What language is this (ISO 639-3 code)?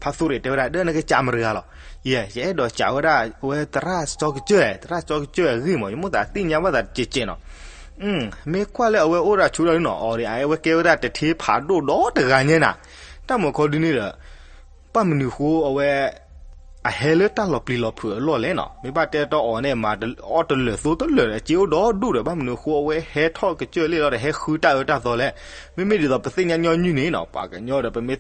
ksw